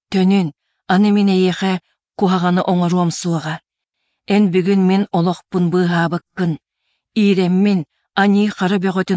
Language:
Yakut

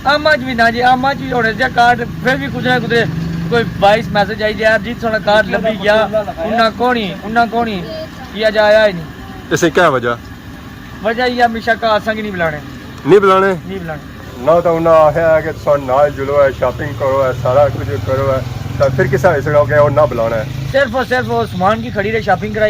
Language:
Pahari-Potwari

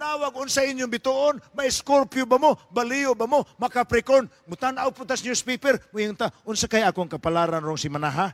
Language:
Cebuano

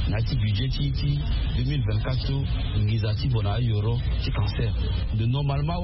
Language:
Sango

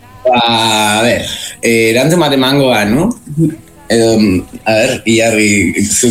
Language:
Basque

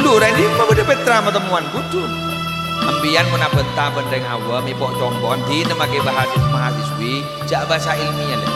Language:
Madurese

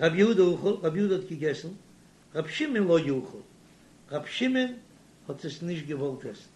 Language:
Yiddish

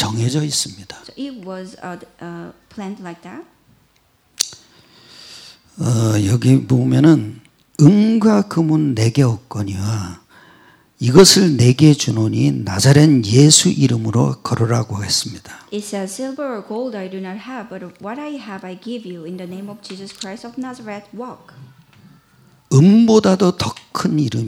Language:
Korean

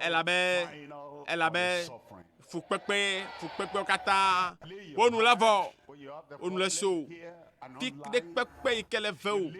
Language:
Ewe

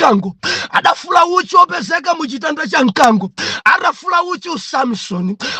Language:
Nyanja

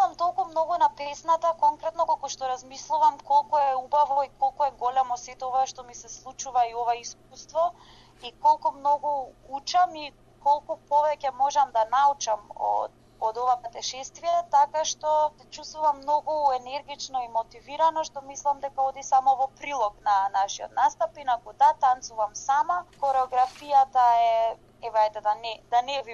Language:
Macedonian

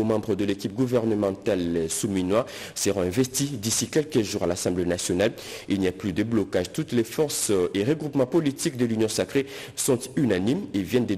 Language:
French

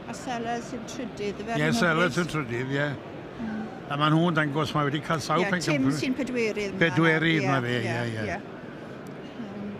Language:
Welsh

